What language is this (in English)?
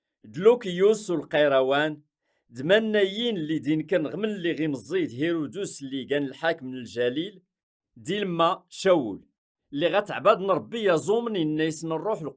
Kabyle